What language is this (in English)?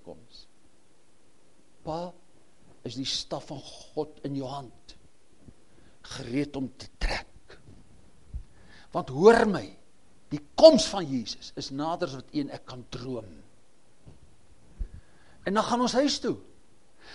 Afrikaans